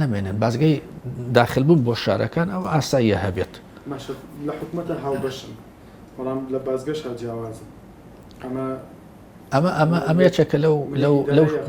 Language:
Central Kurdish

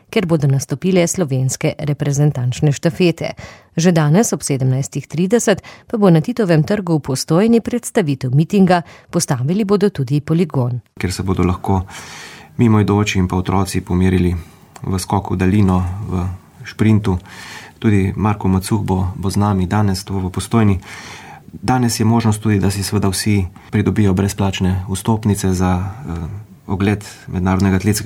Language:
Slovenian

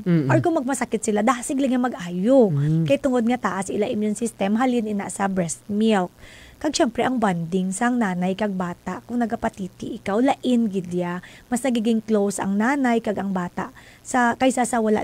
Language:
Hiligaynon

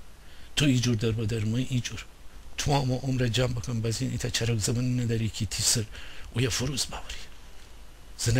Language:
Gilaki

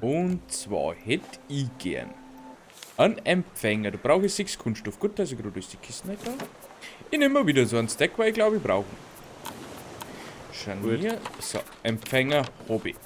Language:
Bavarian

